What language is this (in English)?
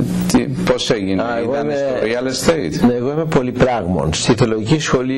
Greek